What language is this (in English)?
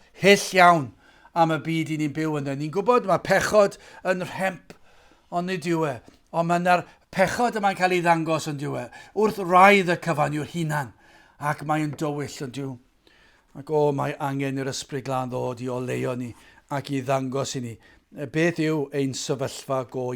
Welsh